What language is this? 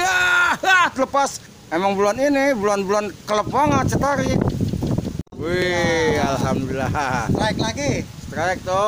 Betawi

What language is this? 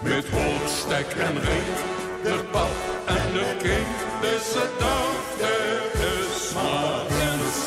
Limburgish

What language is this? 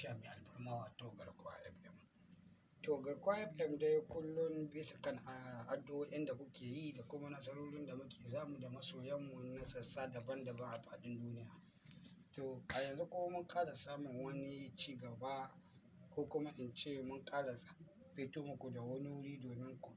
Hausa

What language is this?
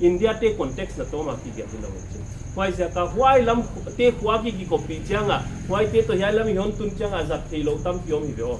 Paite Chin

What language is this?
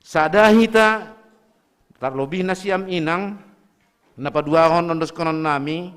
Batak Simalungun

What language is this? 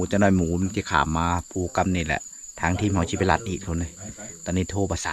Lao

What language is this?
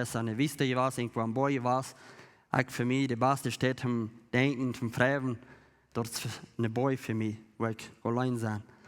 Plautdietsch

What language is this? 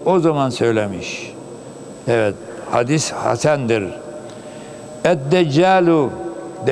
Turkish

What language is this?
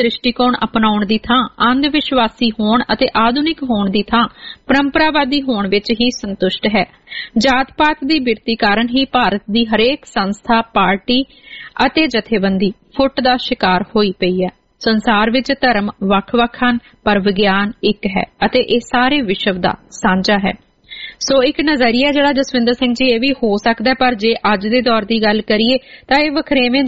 Punjabi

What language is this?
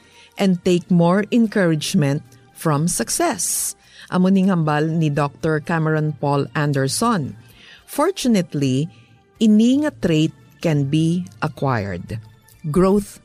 Hiligaynon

